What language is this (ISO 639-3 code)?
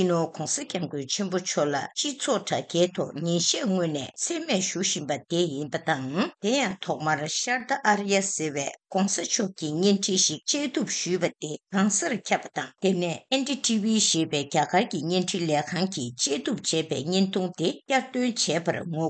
bod